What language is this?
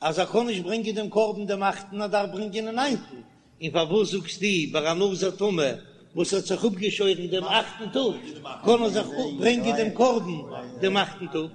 Yiddish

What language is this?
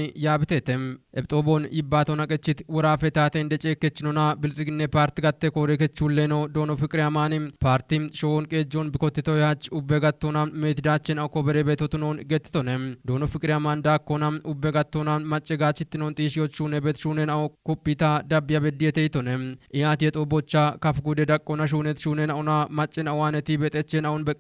Kafa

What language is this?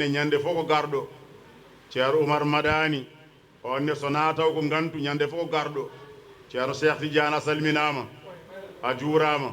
Fula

